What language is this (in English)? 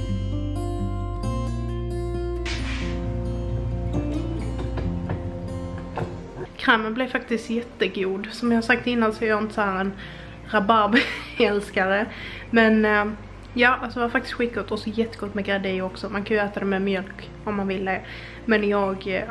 Swedish